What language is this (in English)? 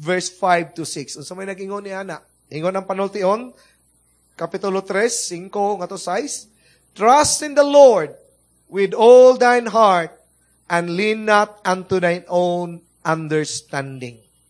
Cebuano